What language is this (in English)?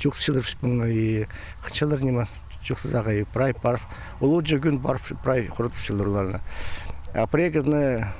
Khakas